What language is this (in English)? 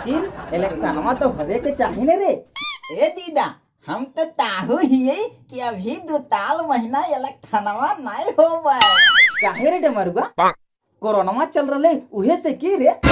Magahi